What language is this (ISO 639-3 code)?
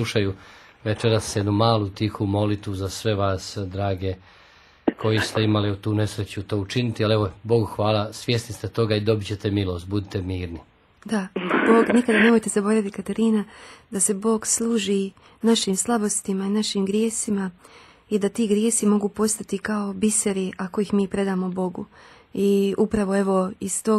hrv